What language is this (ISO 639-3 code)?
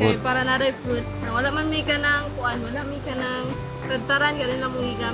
ceb